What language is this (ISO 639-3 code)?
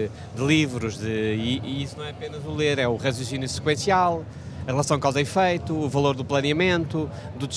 por